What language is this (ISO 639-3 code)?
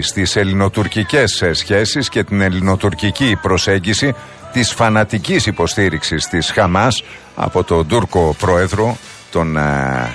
ell